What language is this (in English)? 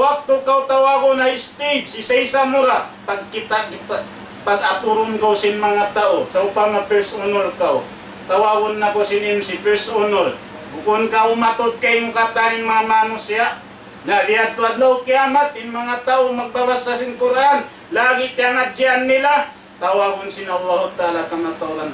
Tausug